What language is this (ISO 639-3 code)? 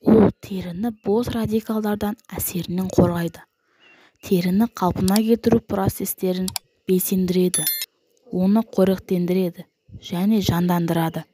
kaz